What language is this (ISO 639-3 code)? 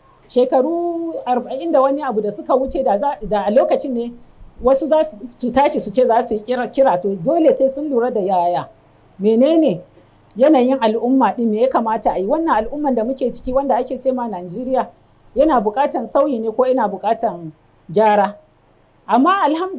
hau